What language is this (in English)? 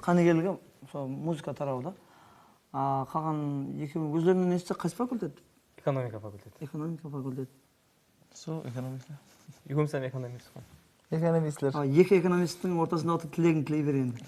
Kara-Kalpak